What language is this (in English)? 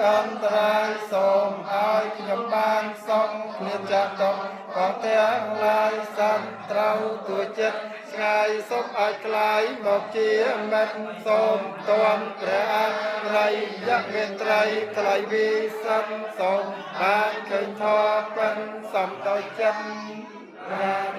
Khmer